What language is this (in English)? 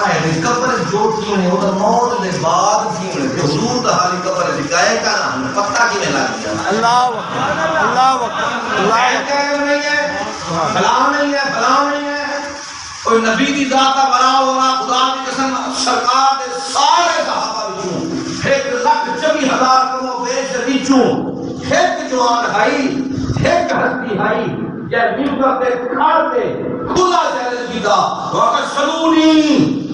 Saraiki